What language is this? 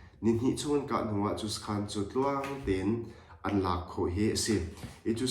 Hakha Chin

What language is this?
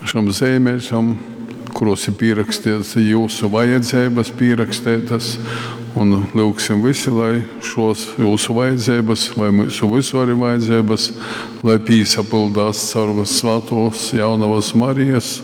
Latgalian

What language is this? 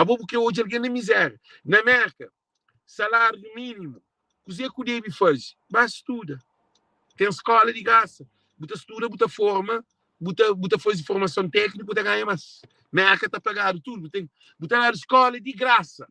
Kabuverdianu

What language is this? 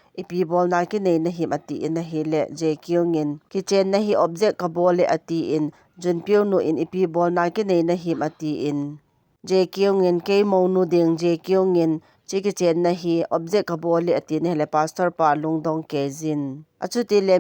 Thado Chin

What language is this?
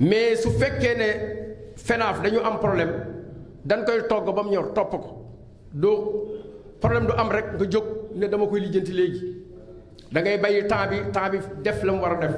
Wolof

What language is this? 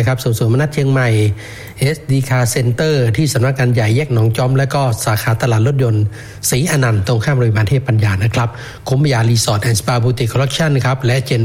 Thai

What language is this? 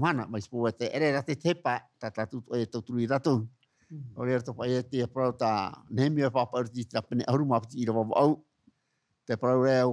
Tahitian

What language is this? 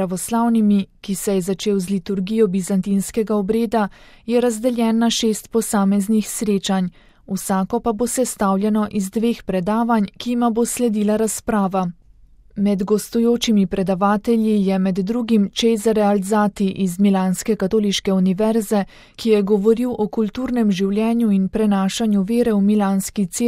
Slovenian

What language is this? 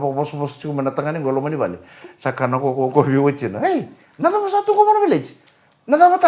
Fijian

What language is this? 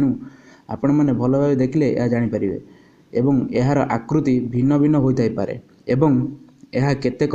Odia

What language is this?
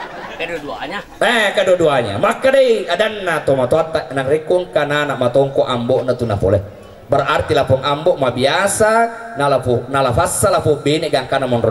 Buginese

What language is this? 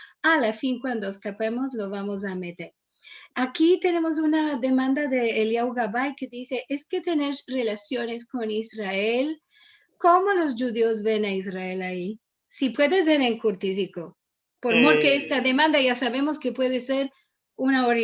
Ladino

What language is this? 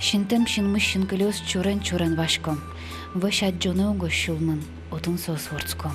Udmurt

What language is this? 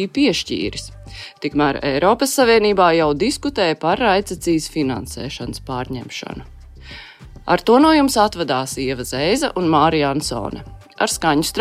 Latvian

